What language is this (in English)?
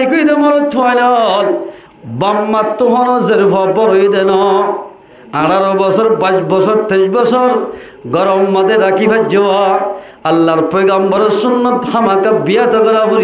Rohingya